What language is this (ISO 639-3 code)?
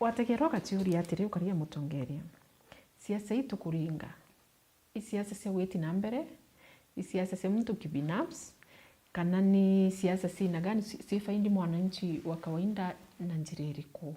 mer